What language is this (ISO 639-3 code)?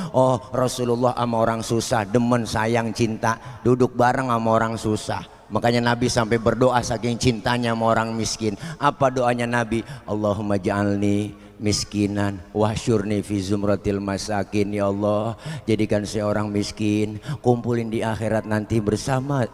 bew